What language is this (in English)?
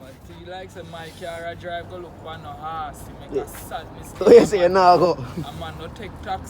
Jamaican Creole English